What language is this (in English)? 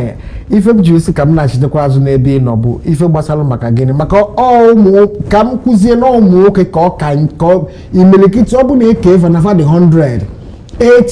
Igbo